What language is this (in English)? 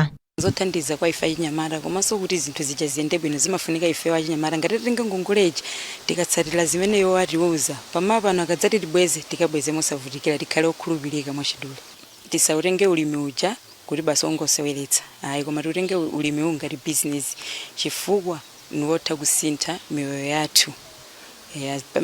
Nyanja